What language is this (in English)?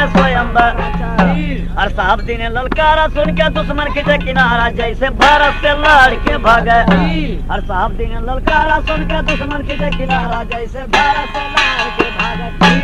Bhojpuri